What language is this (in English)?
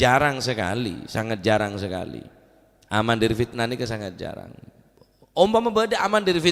Madurese